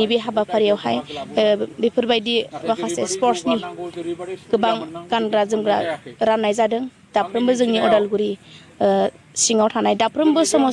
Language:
Bodo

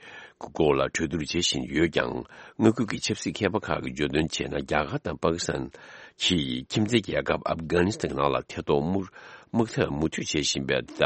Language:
Tibetan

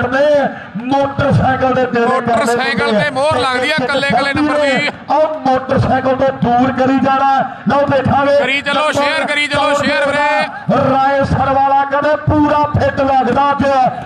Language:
Punjabi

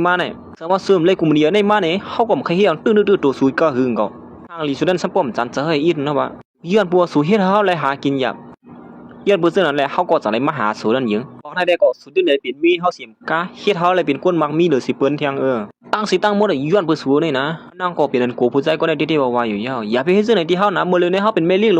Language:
Shan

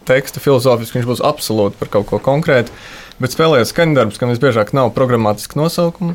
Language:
Latvian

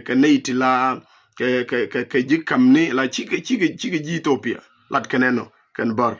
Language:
Nuer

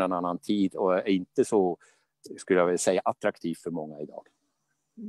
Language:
Swedish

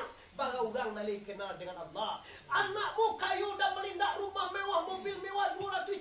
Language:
Minangkabau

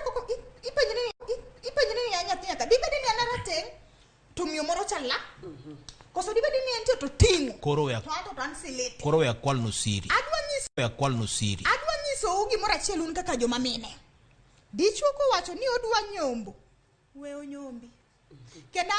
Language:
Luo (Kenya and Tanzania)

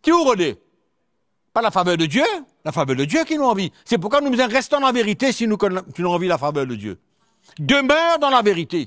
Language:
Morisyen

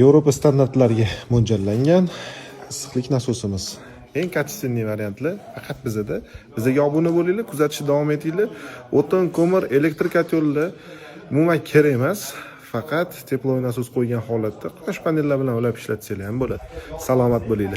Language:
Uzbek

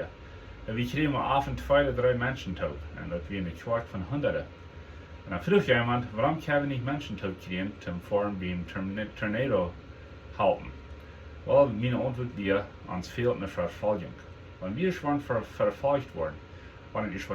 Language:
Plautdietsch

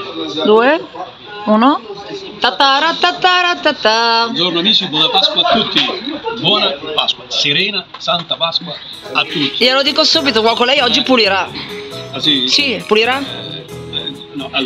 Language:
Italian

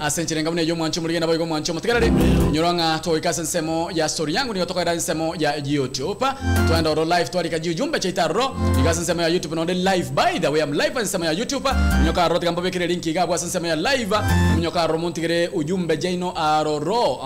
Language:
Gusii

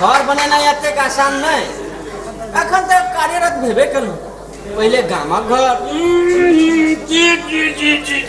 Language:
Maithili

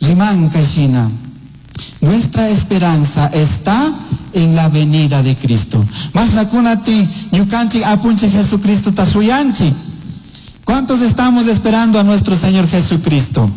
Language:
Chimborazo Highland Quichua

